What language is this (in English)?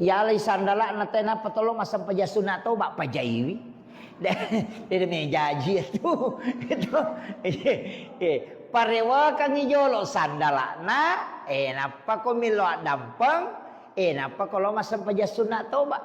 Buginese